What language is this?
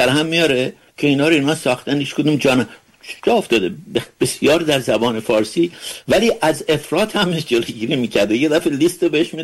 Persian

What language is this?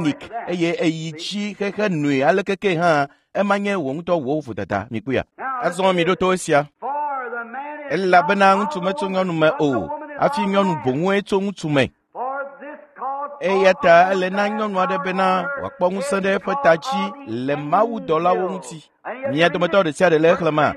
Ewe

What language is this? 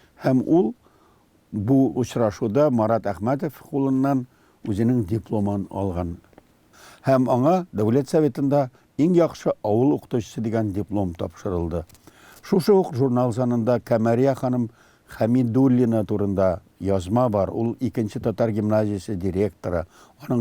Tatar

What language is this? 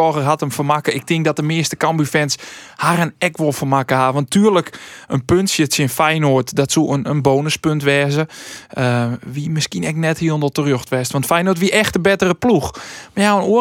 Western Frisian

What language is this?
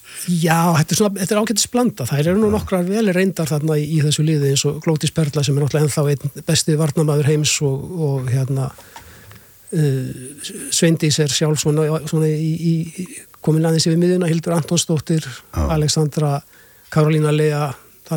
Icelandic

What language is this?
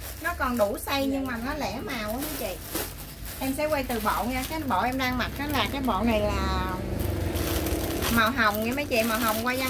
Vietnamese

